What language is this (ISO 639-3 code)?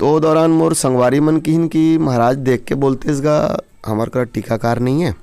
hne